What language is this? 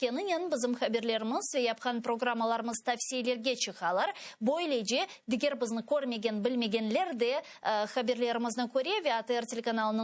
Crimean Tatar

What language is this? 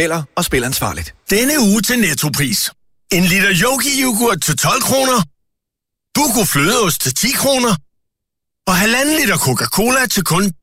Danish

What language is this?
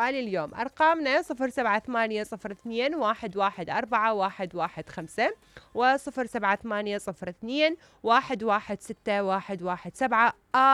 Mesopotamian Arabic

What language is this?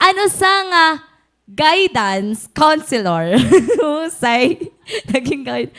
Waray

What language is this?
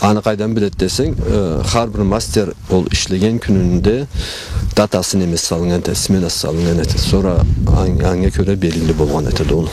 Karachay-Balkar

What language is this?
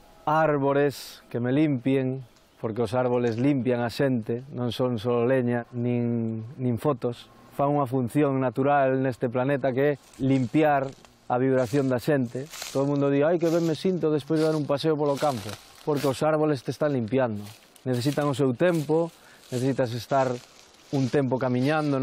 Galician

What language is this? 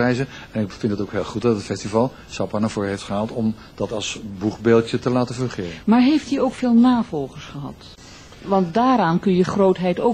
Dutch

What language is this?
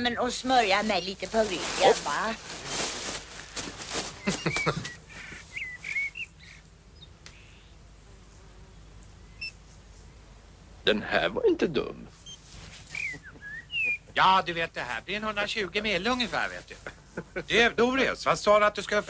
Swedish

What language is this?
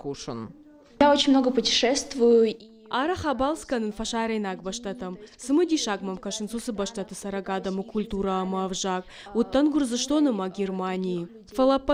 Ossetic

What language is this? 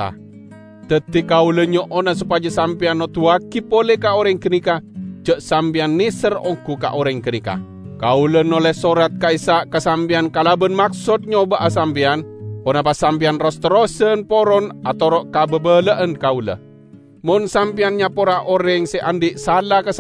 Madurese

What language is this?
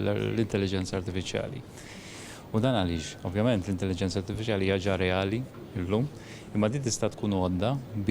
Maltese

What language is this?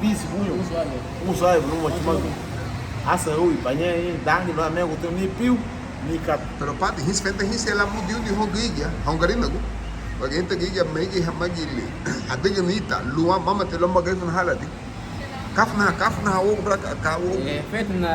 Garifuna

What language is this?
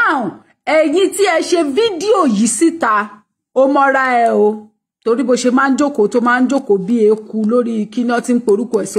Yoruba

